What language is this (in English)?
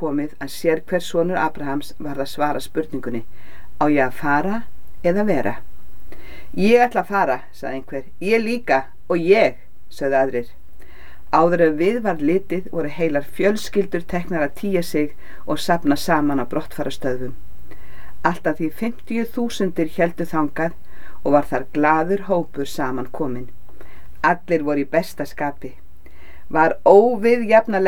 Icelandic